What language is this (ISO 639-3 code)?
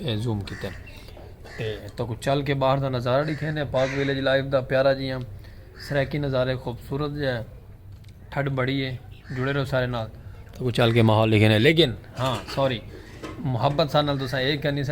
skr